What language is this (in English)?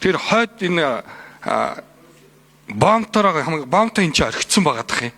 Mongolian